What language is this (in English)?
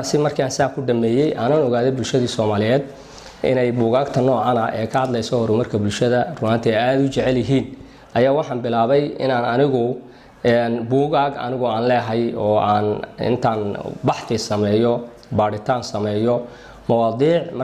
Somali